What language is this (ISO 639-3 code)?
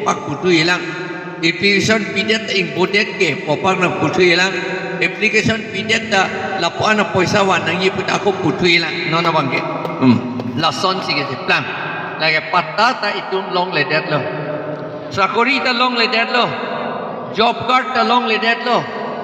mjw